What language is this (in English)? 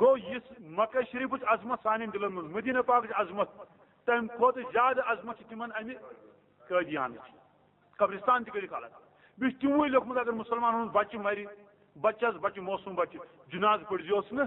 Kashmiri